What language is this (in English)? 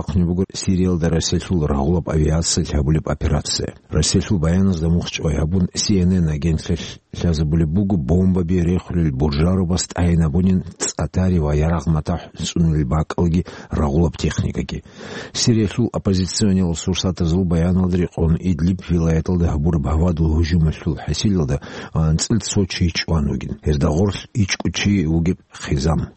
Avaric